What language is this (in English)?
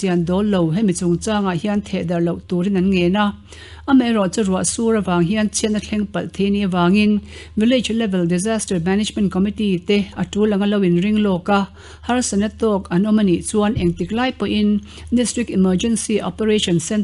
Mizo